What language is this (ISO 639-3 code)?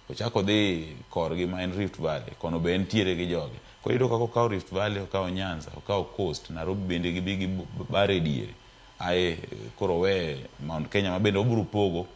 luo